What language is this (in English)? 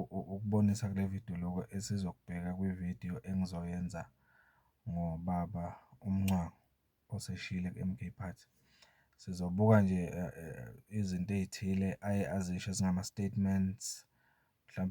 Zulu